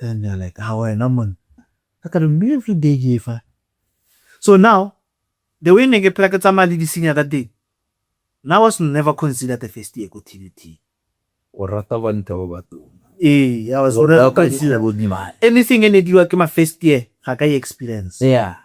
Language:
Tswana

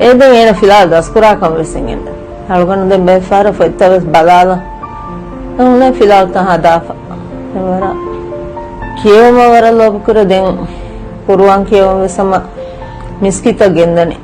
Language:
Divehi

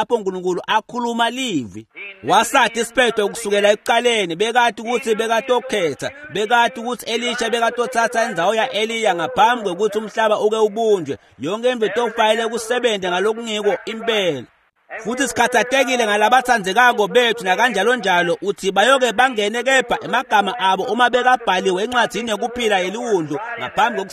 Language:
Swati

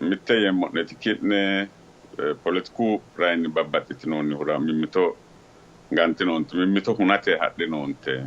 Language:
Sidamo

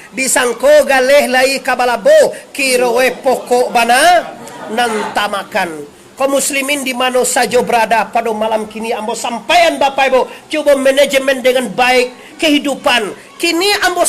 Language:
Minangkabau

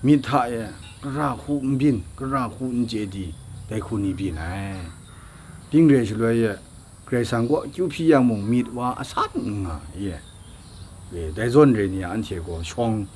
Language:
Kachin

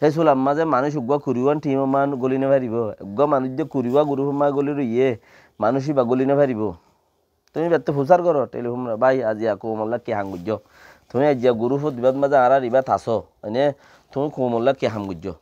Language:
Rohingya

